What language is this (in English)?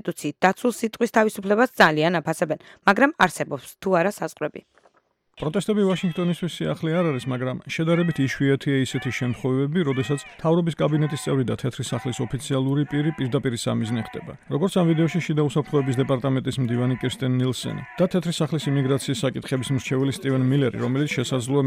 Georgian